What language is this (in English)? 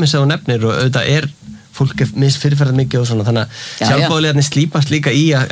Icelandic